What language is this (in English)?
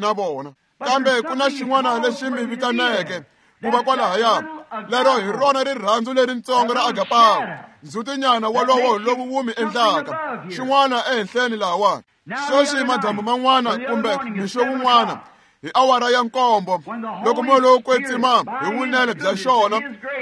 Tsonga